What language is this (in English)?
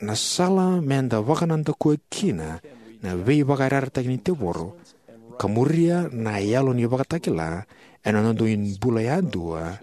Fijian